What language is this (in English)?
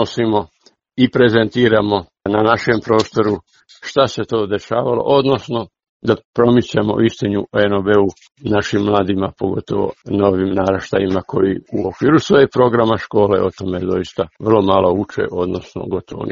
Croatian